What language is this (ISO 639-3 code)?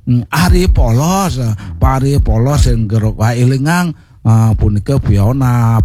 ban